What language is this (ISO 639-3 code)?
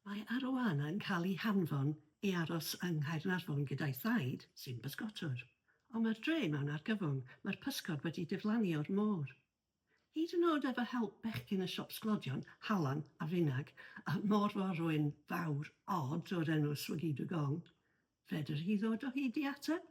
cym